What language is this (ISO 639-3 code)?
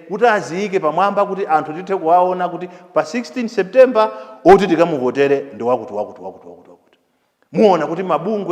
nya